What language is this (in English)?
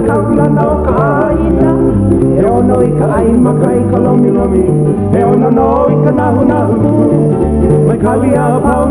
Hawaiian